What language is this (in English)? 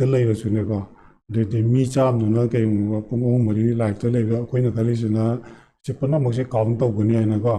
Manipuri